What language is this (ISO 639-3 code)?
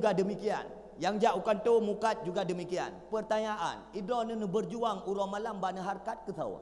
ace